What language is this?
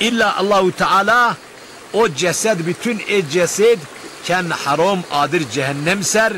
Zaza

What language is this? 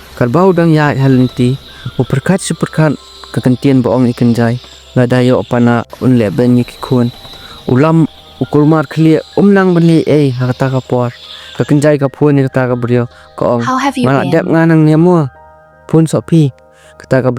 Khasi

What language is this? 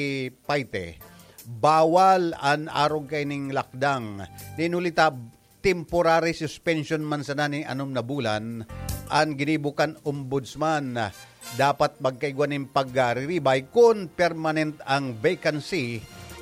Bikol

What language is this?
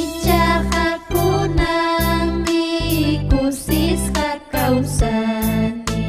Ayacucho Quechua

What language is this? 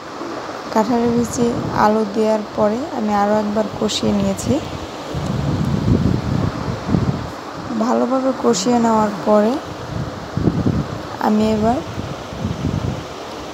Bangla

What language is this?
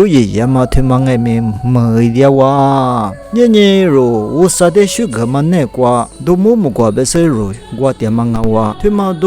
Lisu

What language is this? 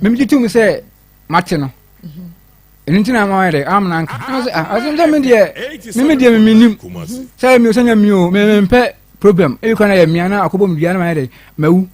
Akan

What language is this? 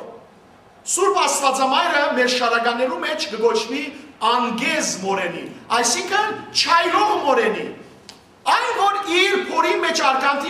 Western Armenian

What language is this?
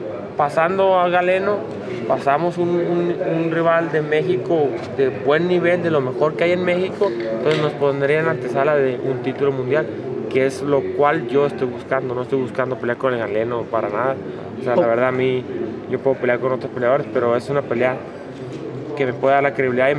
Spanish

